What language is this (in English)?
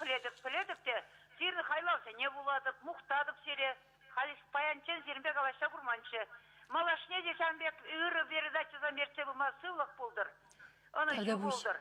Chuvash